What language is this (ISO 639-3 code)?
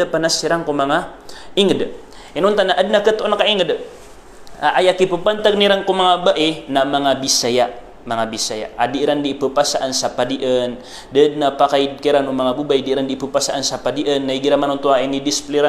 mrw